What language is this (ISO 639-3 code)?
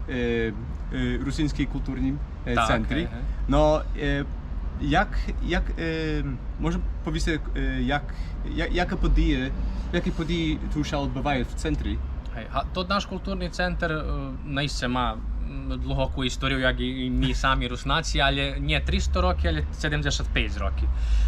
rue